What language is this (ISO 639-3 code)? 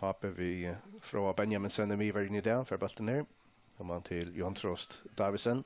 fao